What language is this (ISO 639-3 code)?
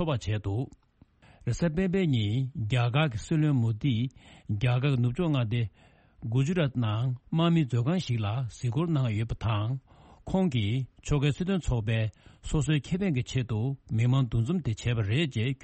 bod